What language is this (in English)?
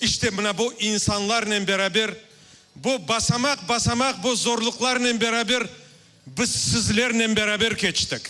Crimean Tatar